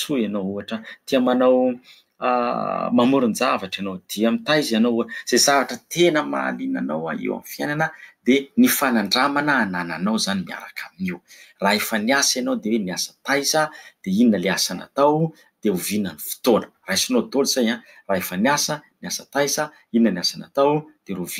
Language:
Malagasy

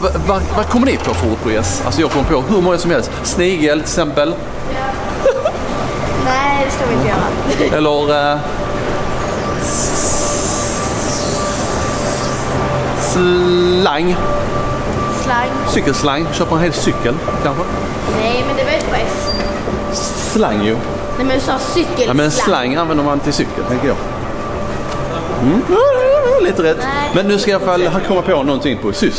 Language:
Swedish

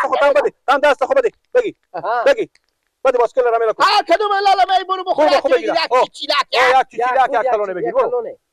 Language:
Persian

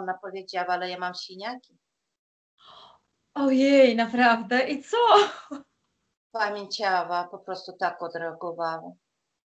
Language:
Polish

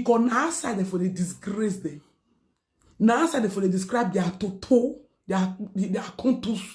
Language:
Nigerian Pidgin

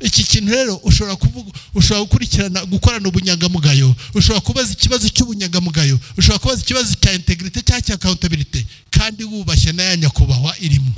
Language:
Kinyarwanda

